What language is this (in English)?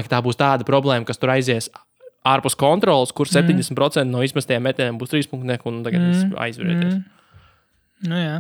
Latvian